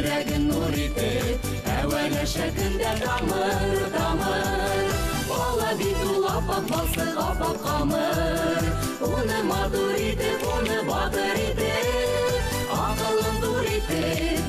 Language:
Bashkir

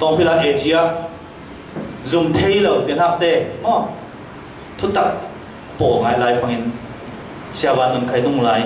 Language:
Falam Chin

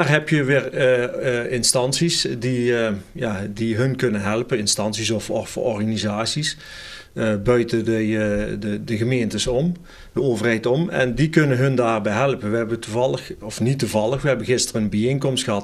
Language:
Dutch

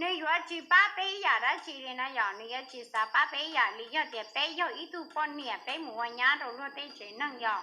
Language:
Hmong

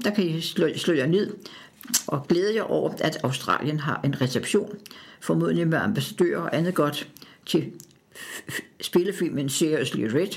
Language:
Danish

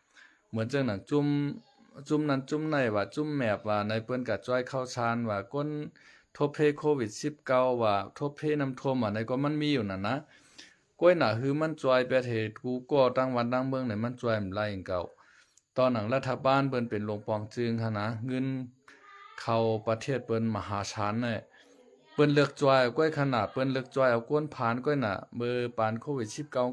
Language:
Shan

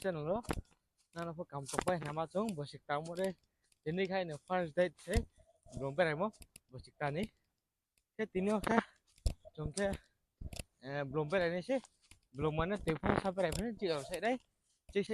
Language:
Riang (India)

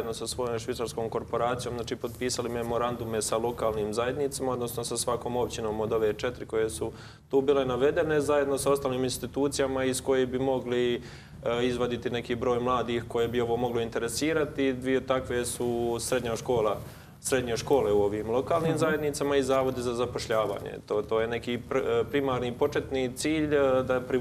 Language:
Croatian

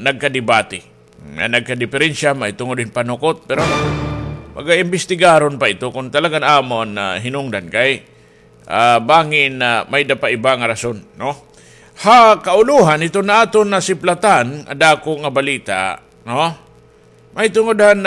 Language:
Waray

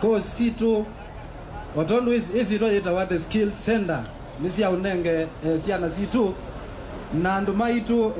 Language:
Kamba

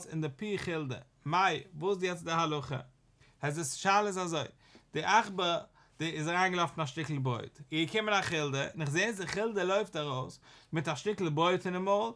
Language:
Yiddish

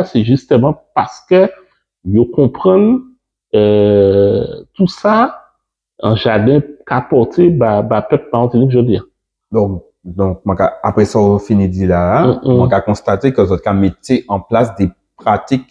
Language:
Guadeloupean Creole French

